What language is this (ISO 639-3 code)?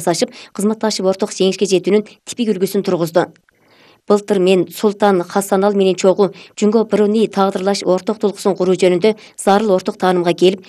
kir